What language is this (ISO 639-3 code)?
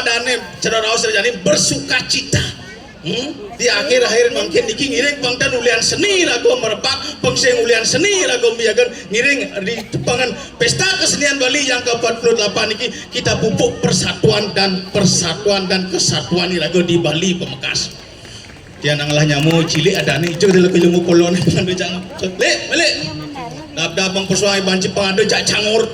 ban